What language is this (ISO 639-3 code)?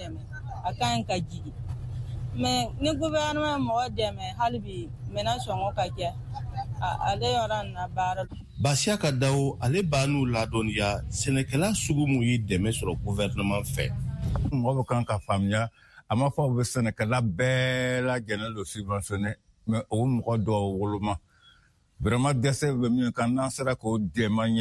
bam